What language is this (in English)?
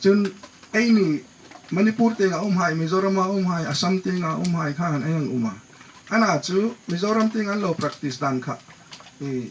Hmar